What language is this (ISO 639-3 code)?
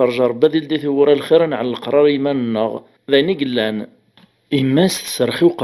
kab